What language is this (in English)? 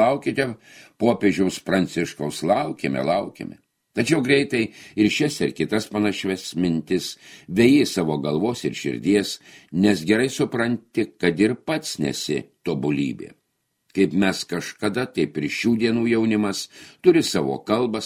Lithuanian